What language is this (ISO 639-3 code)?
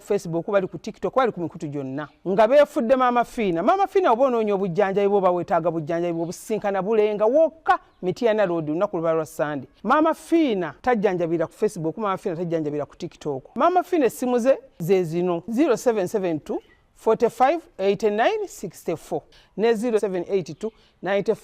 lug